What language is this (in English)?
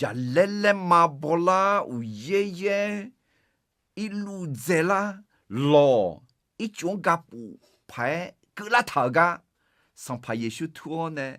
Akha